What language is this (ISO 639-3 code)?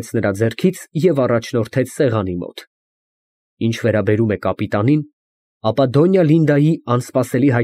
hye